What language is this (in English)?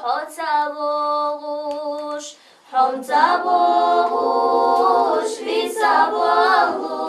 Chechen